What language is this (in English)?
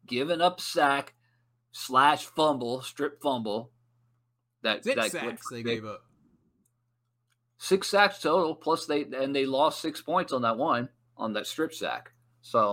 English